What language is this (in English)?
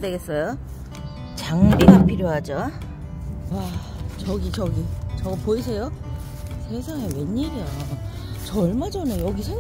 Korean